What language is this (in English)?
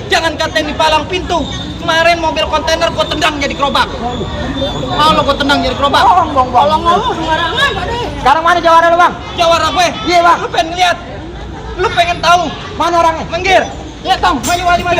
Betawi